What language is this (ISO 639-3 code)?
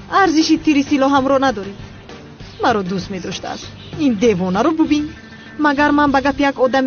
tgk